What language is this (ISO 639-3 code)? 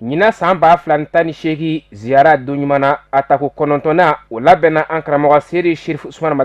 bam